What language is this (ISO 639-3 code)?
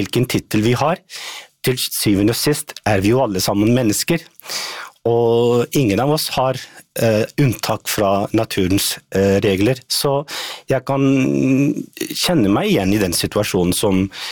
nor